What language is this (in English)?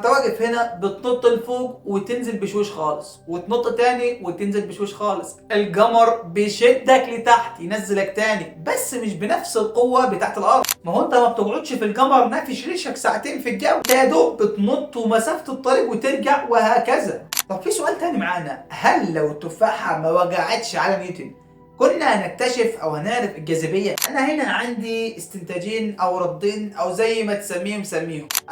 Egyptian Arabic